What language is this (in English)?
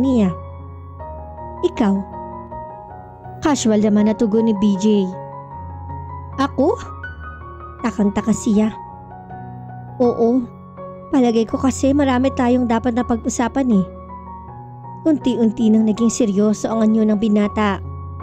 Filipino